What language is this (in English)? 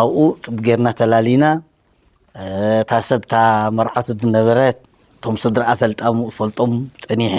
Tigrinya